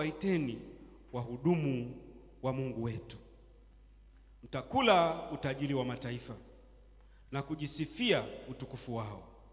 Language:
Swahili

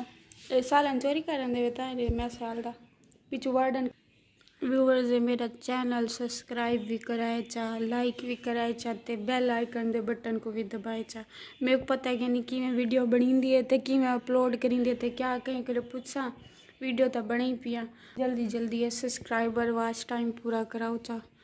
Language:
Saraiki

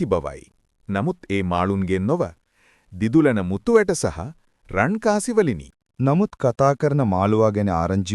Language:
Sinhala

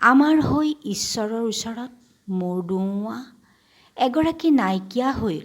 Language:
Assamese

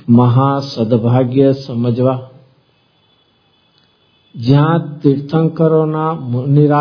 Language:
Gujarati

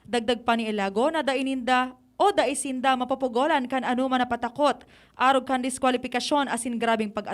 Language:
Bikol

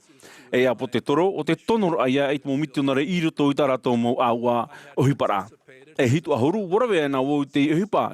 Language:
Tahitian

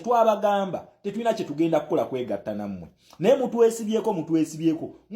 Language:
Ganda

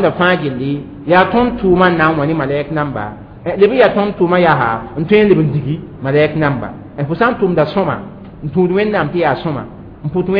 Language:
Mossi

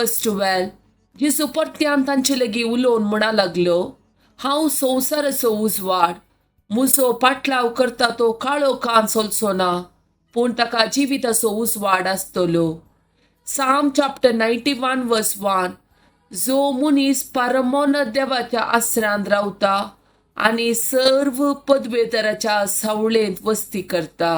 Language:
Konkani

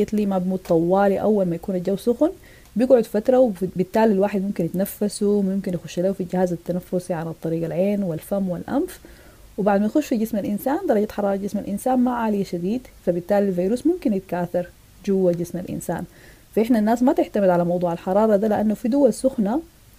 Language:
Sudanese Arabic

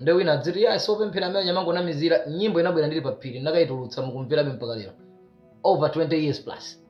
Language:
Nyanja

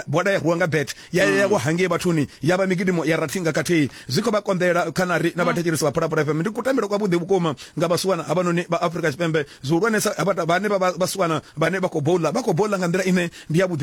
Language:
Venda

